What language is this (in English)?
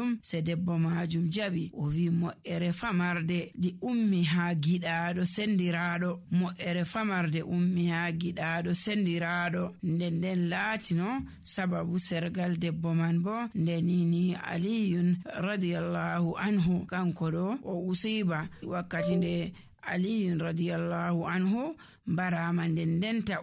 Nigerian Fulfulde